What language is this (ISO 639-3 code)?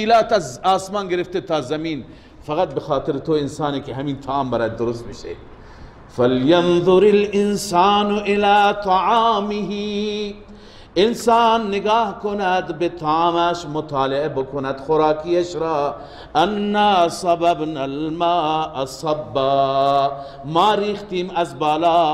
fas